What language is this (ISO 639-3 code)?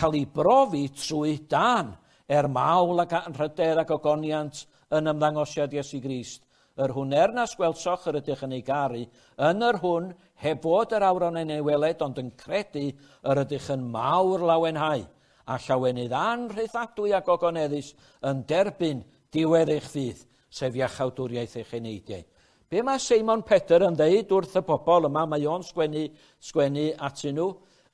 cym